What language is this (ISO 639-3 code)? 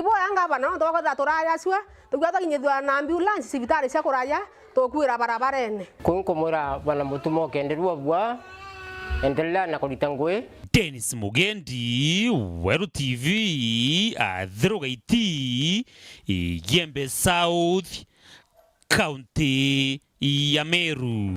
mer